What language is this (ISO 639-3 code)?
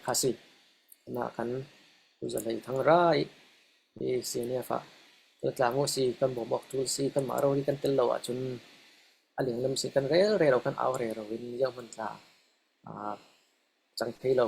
cfm